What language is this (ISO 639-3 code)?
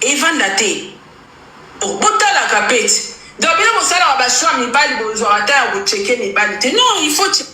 lin